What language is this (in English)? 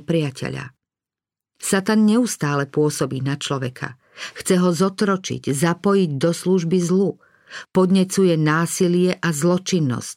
Slovak